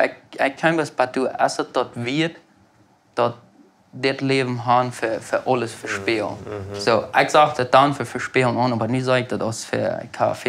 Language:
Plautdietsch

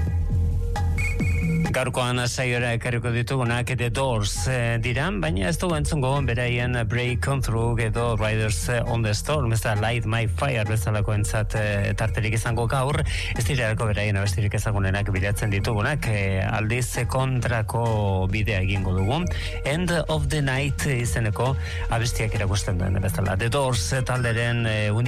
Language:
Basque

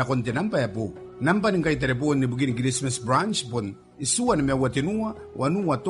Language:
Gilbertese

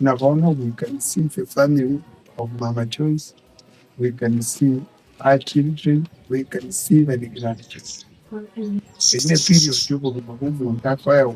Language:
Gusii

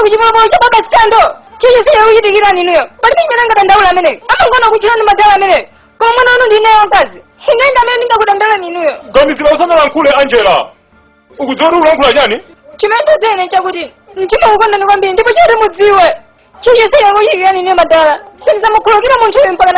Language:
Nyanja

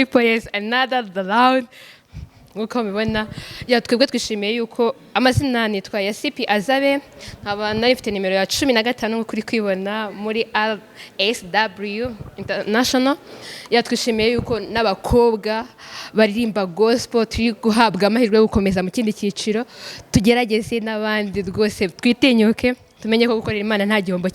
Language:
Kinyarwanda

